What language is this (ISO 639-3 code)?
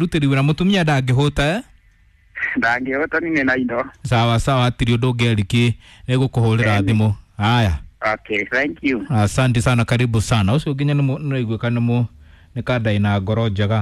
kik